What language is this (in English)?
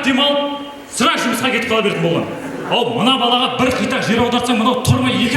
Kara-Kalpak